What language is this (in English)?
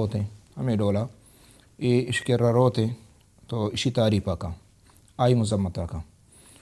Baluchi